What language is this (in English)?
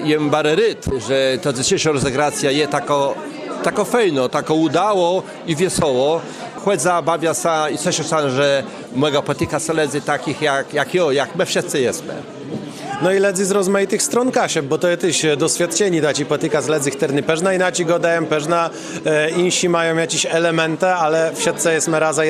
Kashubian